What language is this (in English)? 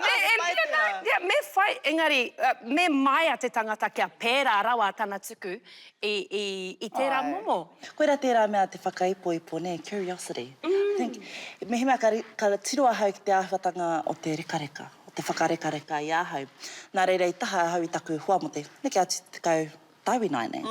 Māori